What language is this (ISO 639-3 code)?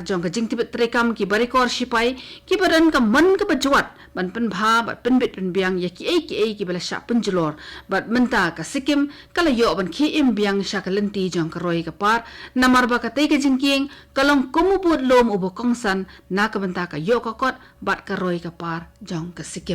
kha